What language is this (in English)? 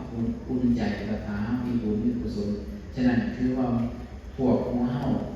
Northeastern Thai